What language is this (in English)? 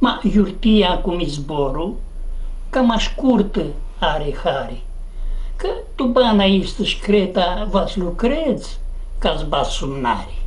Aromanian